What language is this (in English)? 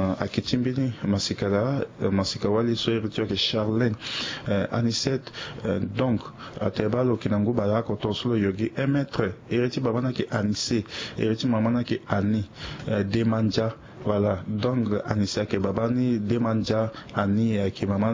Sango